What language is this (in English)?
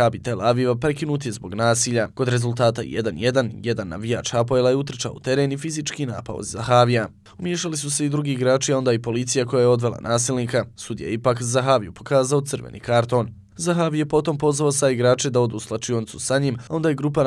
Bosnian